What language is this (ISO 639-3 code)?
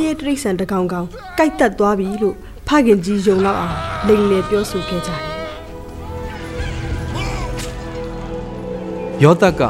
mya